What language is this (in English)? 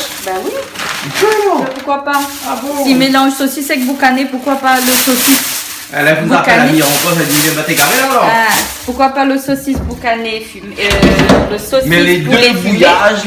Réunion Creole French